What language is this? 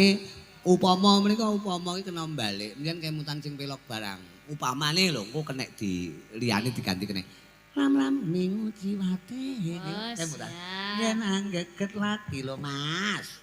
Javanese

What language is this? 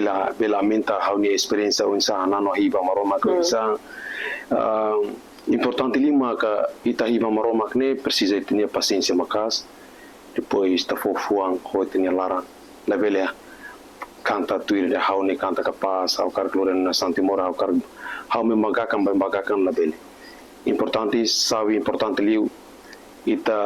Tetum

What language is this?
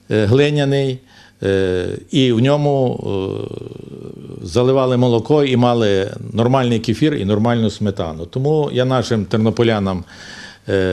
Ukrainian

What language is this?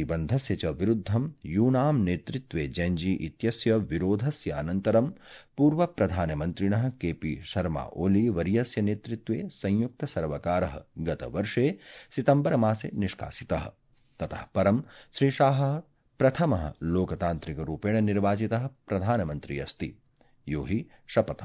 Sanskrit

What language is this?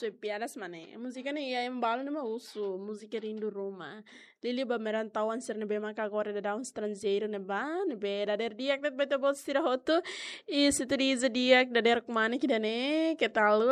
Tetum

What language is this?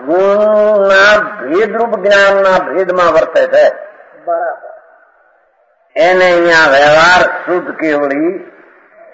Gujarati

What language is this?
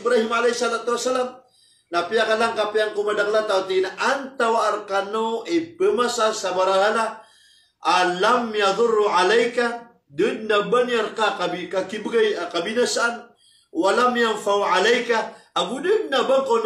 Maranao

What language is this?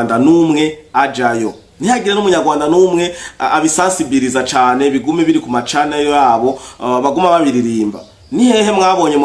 Rundi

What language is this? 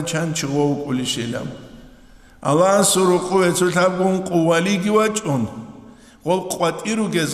Avaric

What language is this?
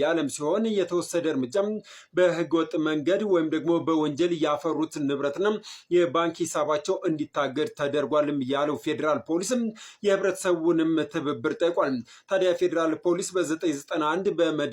Amharic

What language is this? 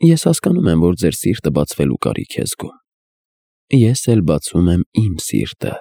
Armenian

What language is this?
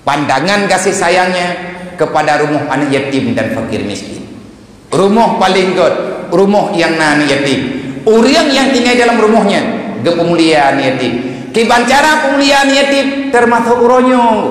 Achinese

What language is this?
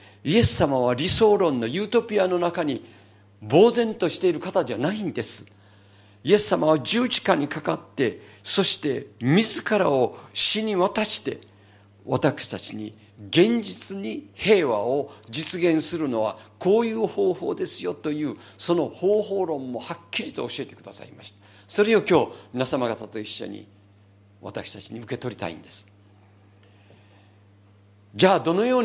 Japanese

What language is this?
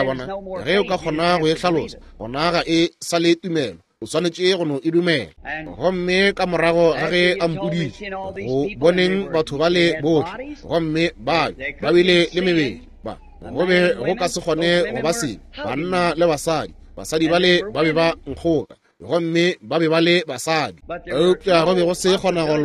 Northern Sotho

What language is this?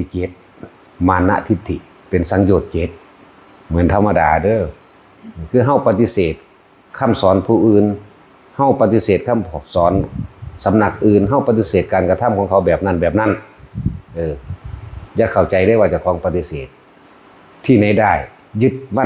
Lao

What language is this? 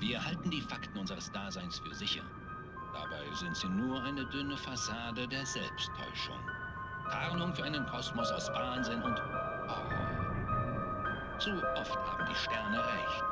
Bavarian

